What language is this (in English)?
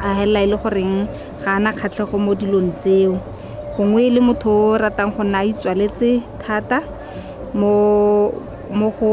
Tswana